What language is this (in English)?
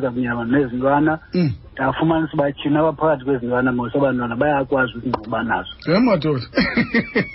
Xhosa